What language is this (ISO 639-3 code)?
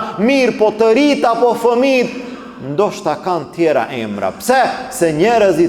sqi